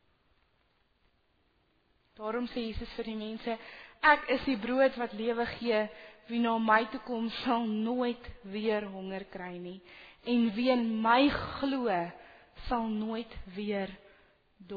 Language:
Afrikaans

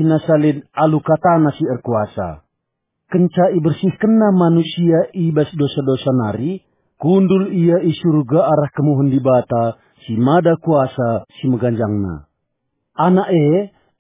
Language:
Batak Karo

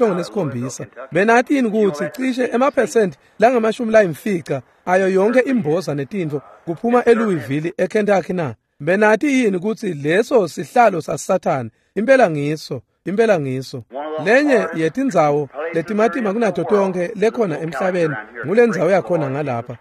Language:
Swati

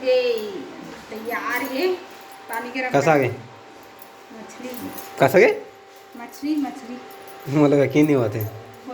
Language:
Chhattisgarhi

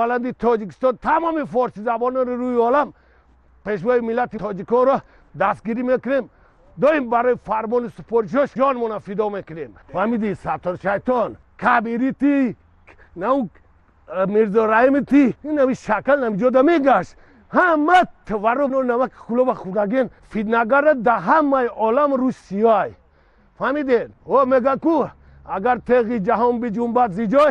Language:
Tajik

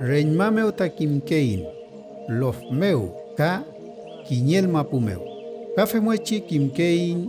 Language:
Mapuche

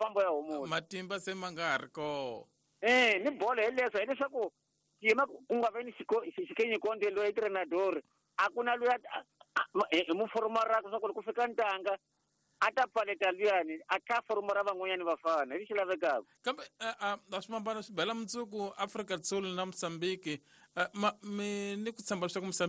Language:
Tsonga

